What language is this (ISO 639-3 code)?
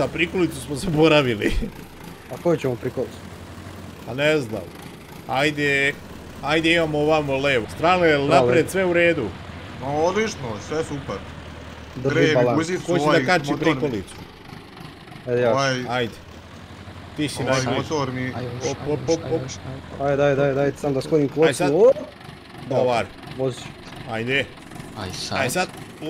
srp